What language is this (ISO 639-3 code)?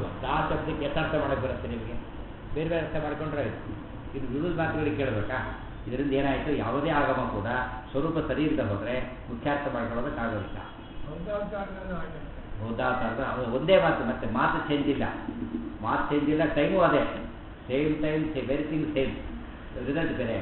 kan